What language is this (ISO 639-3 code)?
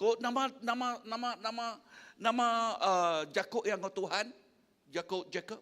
iba